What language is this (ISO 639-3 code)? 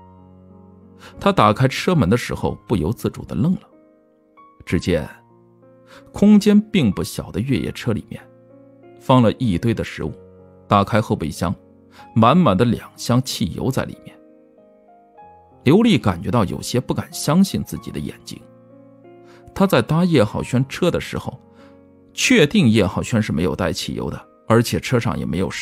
zho